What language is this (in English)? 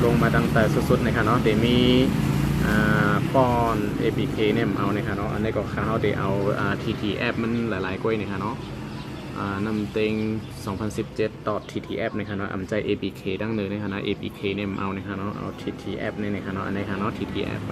Shan